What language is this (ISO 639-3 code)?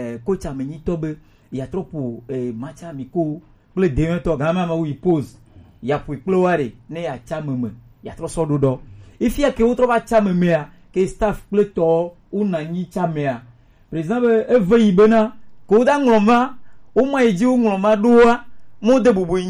gej